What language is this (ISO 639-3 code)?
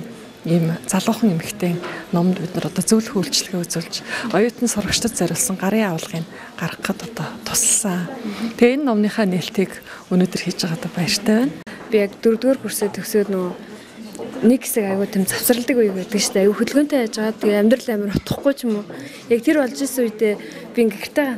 mon